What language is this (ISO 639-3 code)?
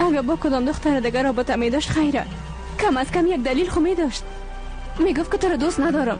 fas